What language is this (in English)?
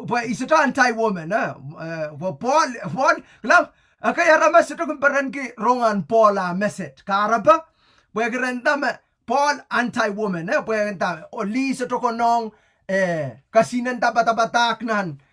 Pohnpeian